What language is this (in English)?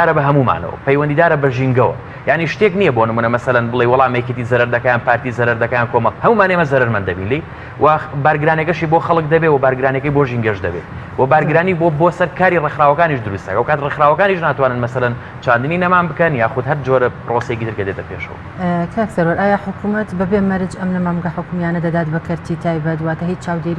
Central Kurdish